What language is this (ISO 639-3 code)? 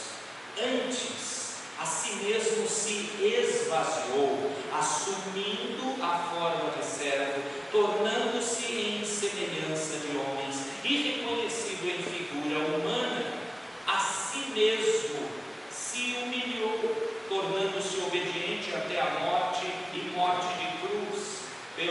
por